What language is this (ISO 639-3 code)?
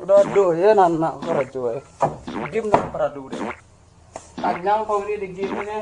min